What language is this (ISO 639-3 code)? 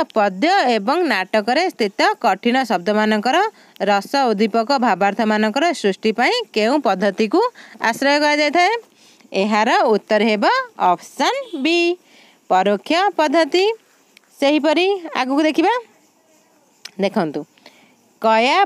ori